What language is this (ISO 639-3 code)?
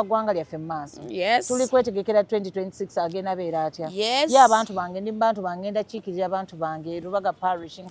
lug